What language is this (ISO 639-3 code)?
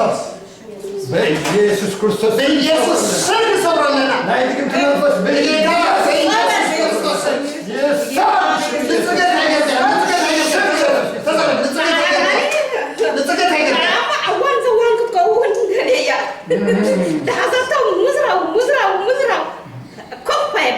tir